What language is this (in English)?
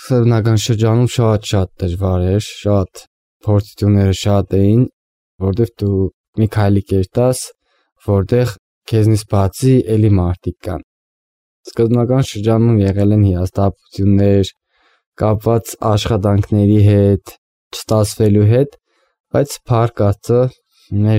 Armenian